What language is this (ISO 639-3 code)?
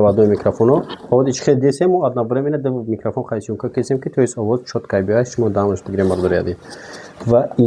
tgk